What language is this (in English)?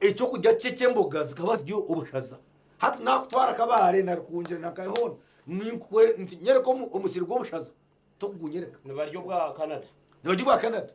Nyankole